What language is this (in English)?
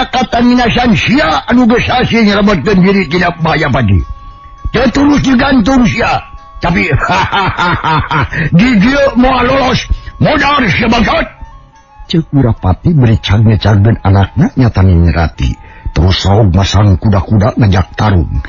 Sundanese